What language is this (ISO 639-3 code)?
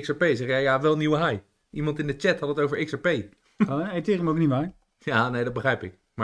nld